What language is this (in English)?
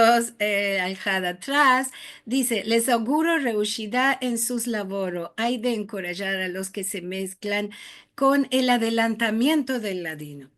Ladino